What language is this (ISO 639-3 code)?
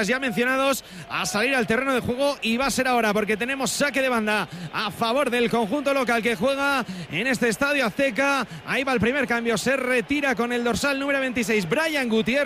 spa